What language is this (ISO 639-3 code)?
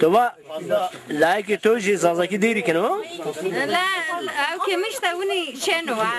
zza